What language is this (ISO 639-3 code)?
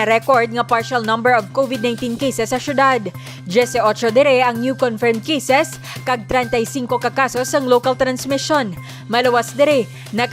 hil